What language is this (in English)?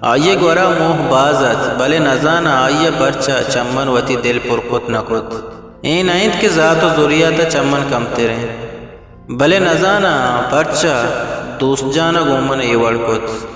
Eastern Balochi